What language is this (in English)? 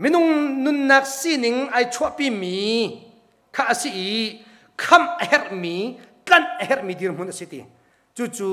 Hakha Chin